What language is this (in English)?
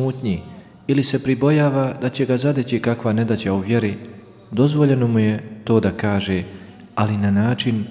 Croatian